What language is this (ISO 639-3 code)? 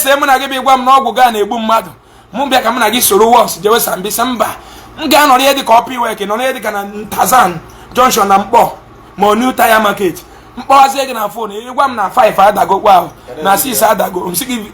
ibo